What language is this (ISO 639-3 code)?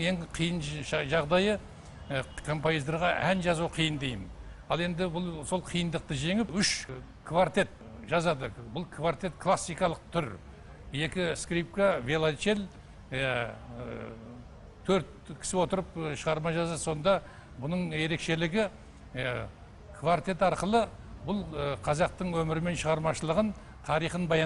kaz